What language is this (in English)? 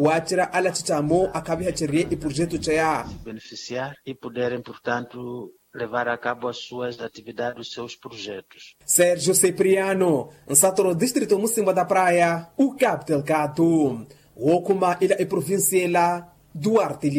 Makhuwa